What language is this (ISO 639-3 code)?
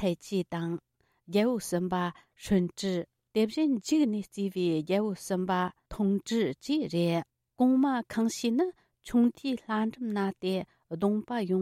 bod